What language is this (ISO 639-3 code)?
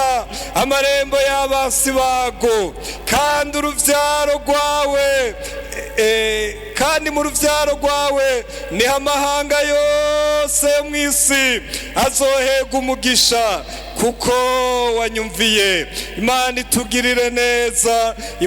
run